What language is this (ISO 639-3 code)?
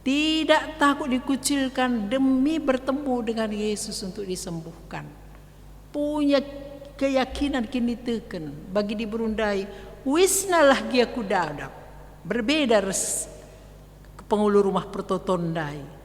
btx